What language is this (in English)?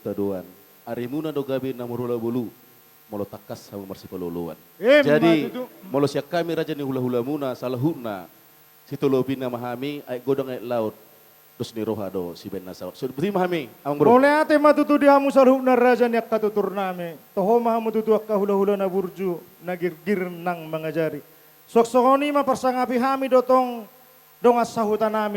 Batak Toba